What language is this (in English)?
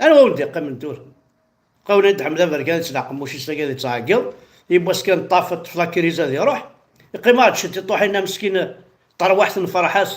Kabyle